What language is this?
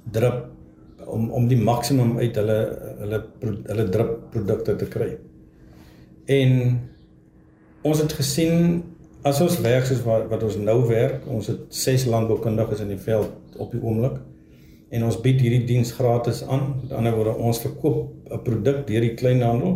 Afrikaans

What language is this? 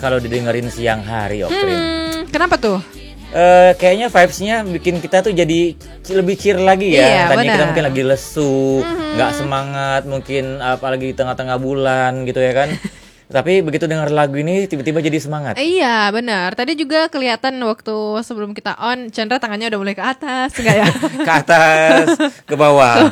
Indonesian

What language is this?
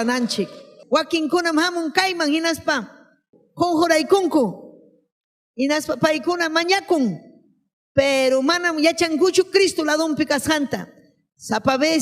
Ayacucho Quechua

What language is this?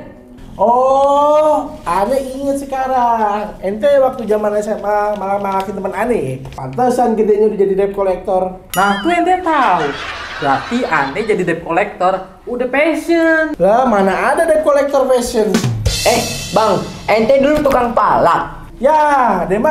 Betawi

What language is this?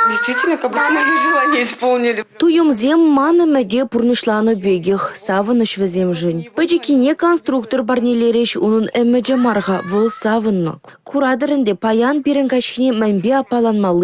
Chuvash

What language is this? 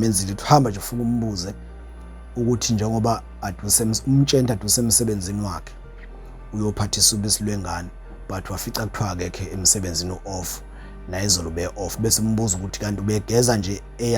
Zulu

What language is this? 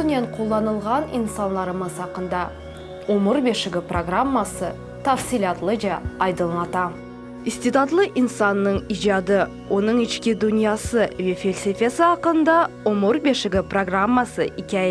Crimean Tatar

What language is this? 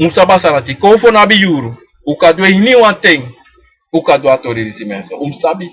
Sranan Tongo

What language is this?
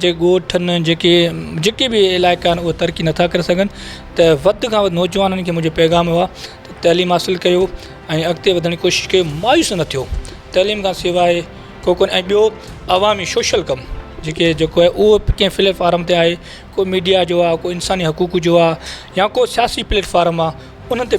Sindhi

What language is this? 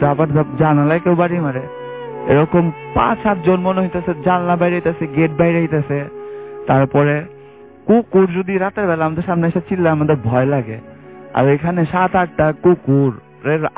Bangla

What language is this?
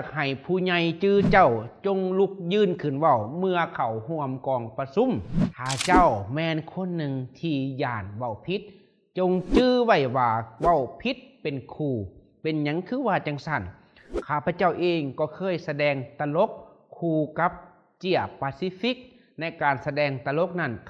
Lao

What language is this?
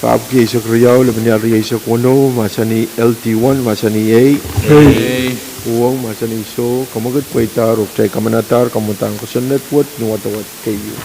Pohnpeian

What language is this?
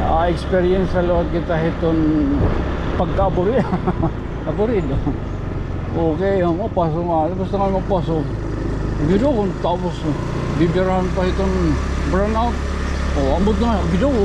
Waray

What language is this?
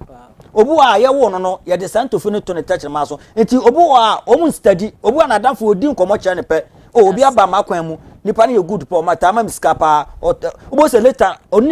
Akan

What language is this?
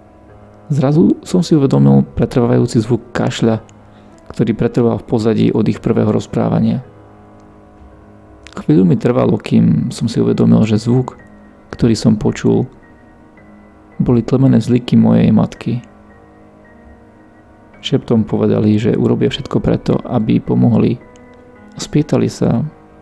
Slovak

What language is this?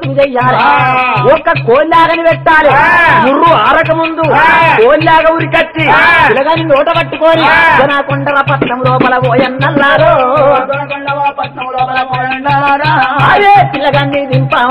Telugu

